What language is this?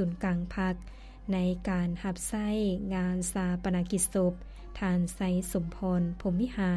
Lao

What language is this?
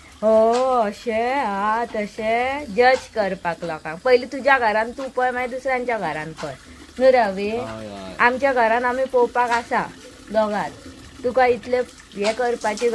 Konkani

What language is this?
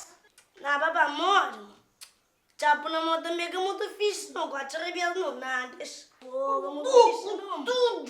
Kabuverdianu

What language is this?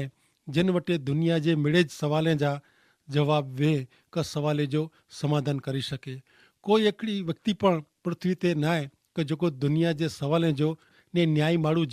Kachhi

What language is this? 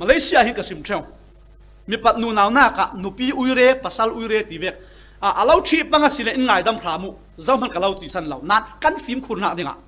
Falam Chin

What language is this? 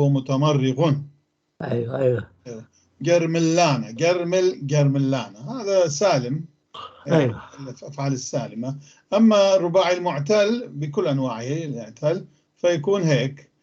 North Levantine Arabic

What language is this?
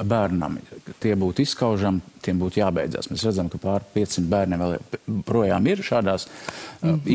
Latvian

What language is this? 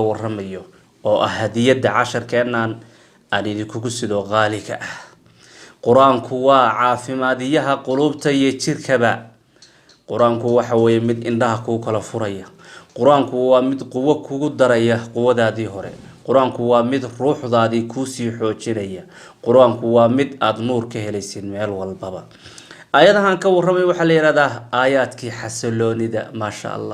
Somali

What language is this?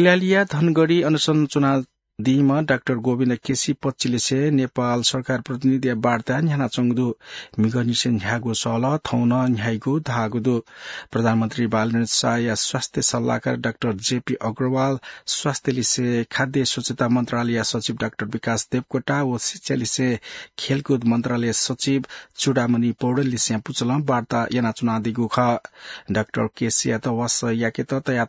Newari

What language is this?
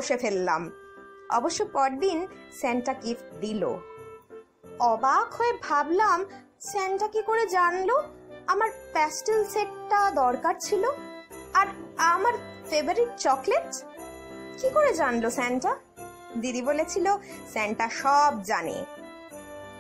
Bangla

